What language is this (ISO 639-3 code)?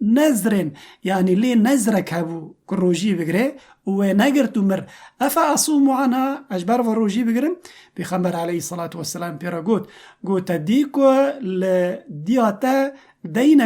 kur